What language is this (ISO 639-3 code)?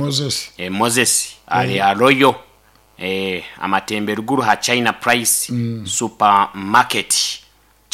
nyo